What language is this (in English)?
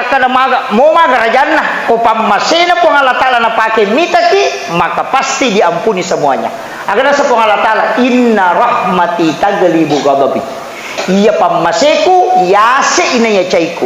Buginese